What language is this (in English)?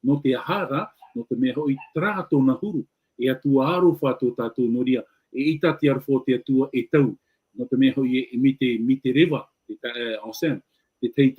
Tahitian